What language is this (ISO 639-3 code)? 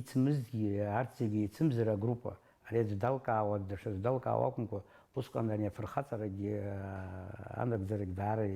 abk